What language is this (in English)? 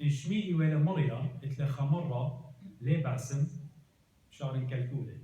Assyrian Neo-Aramaic